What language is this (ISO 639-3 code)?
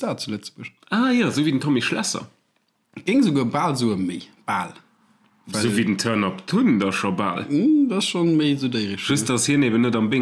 ltz